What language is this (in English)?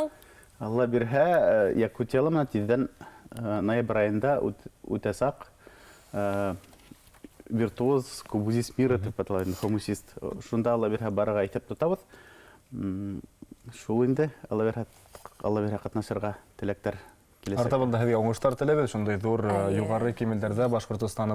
Bashkir